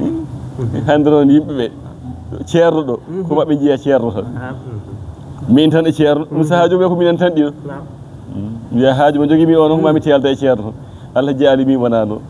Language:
Fula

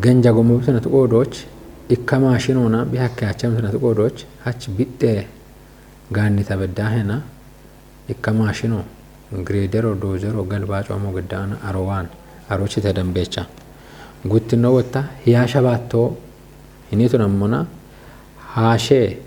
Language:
Kafa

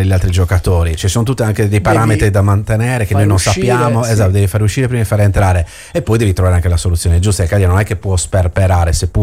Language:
Italian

